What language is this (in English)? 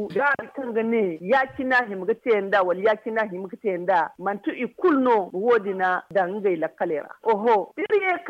Zarma